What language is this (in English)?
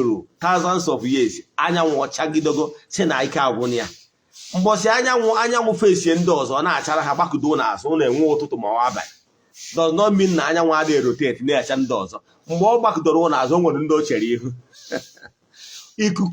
Igbo